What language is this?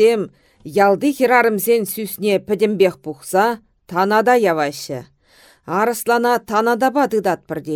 Chuvash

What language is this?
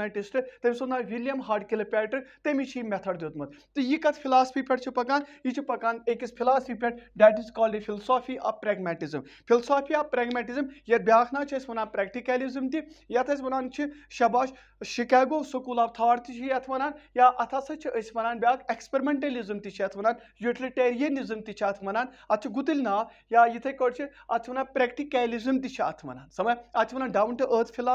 Kashmiri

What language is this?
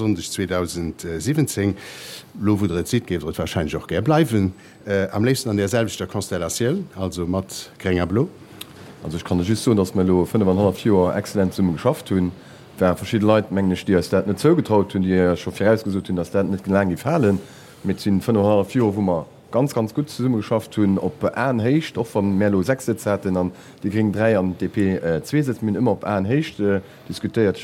Luxembourgish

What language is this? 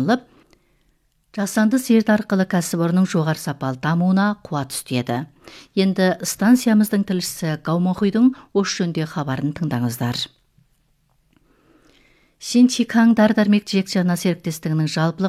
Kazakh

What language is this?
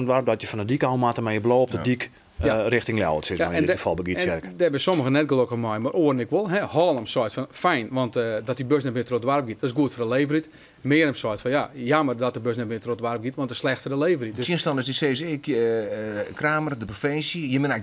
Western Frisian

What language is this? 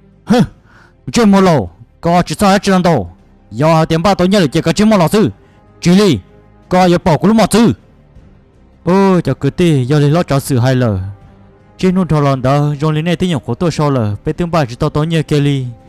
Vietnamese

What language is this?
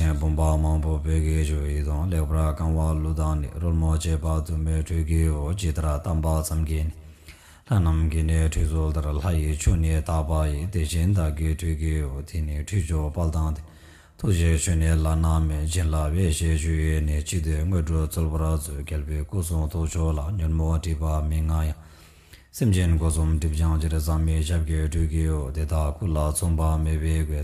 Tibetan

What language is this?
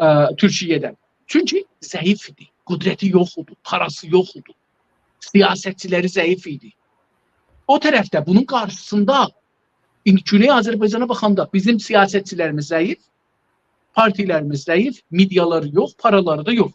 South Azerbaijani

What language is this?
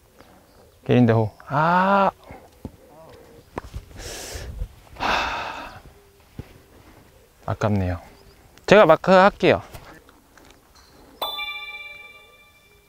Korean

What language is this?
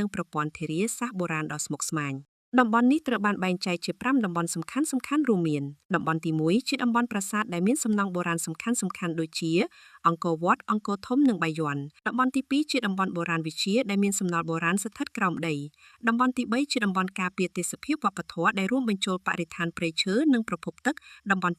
Khmer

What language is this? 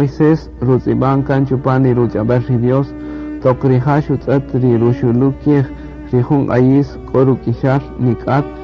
Kaqchikel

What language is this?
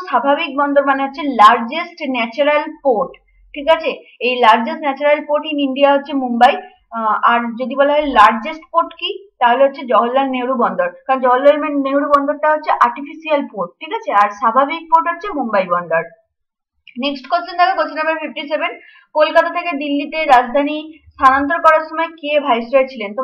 Bangla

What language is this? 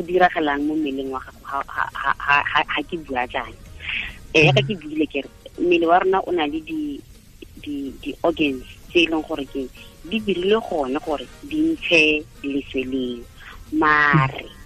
Tswana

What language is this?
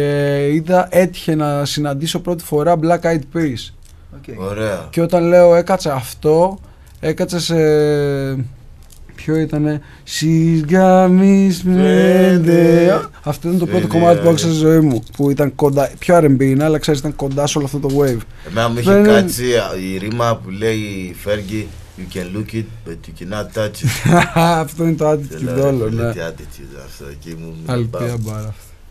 Greek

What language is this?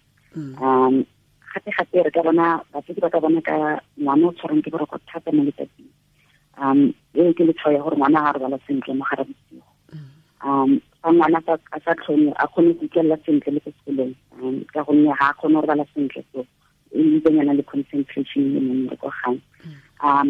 Tswana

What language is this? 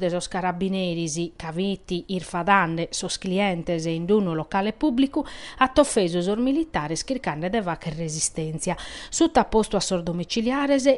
Sardinian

